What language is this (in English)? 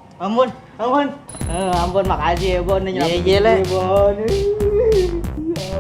Betawi